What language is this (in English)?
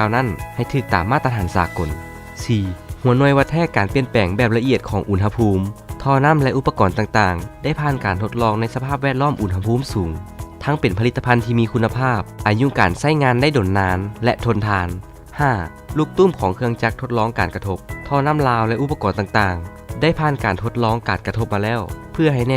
Lao